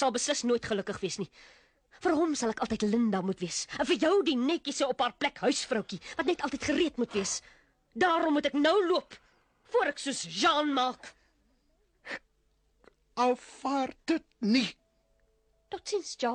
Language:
Afrikaans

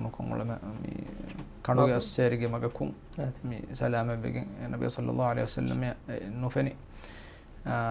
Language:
Divehi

